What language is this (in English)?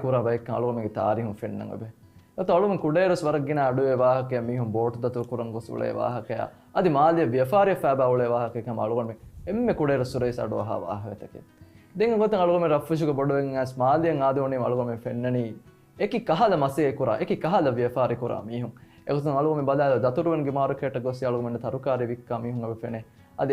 Divehi